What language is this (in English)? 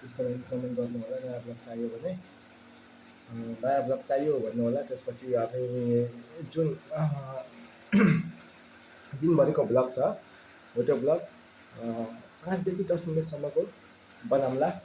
Nepali